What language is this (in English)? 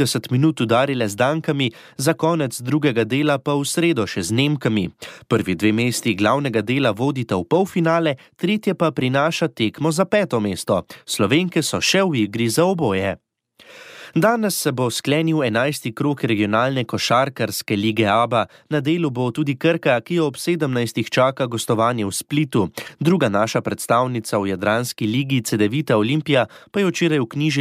Slovenian